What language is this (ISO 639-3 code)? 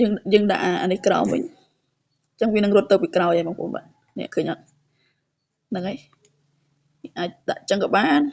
khm